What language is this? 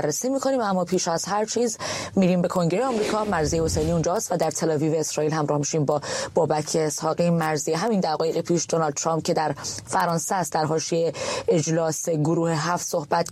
Persian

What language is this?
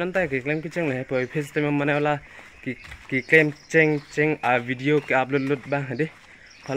Karbi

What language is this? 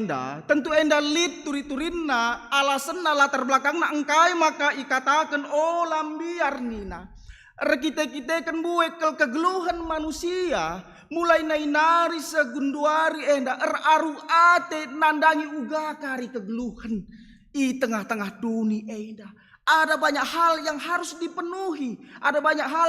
Batak Karo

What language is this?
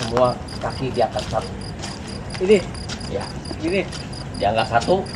Betawi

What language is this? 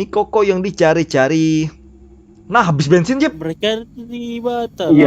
Banjar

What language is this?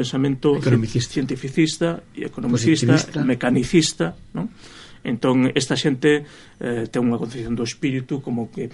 Galician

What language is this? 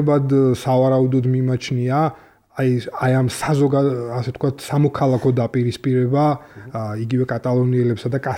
Georgian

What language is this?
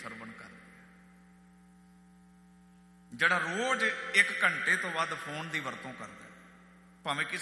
Punjabi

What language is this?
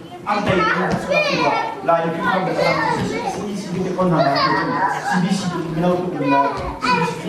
Hakha Chin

